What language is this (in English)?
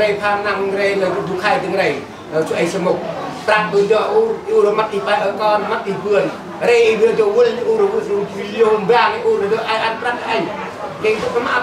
Central Mnong